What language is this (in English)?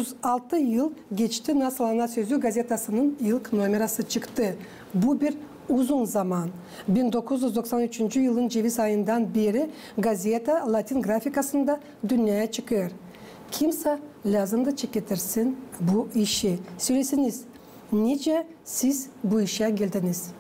Gagauz